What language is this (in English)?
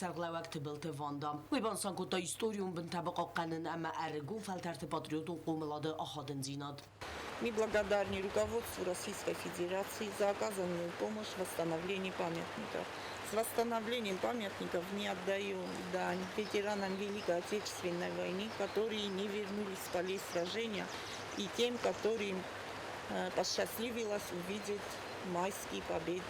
Ossetic